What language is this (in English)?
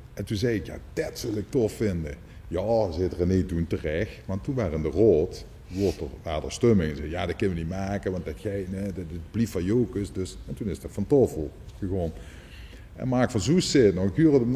Limburgish